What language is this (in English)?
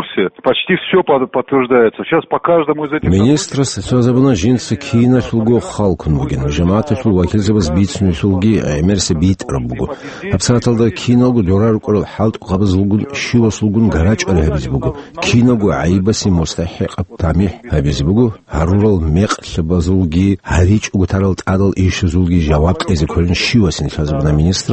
Avaric